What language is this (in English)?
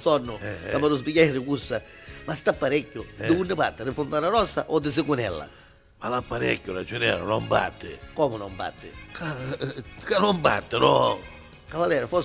Neapolitan